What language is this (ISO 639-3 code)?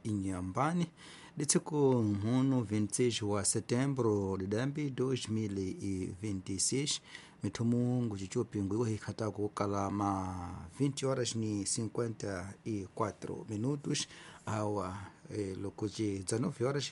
tso